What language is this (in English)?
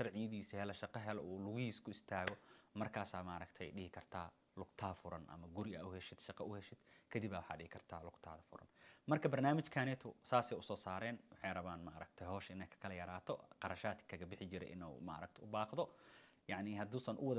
Somali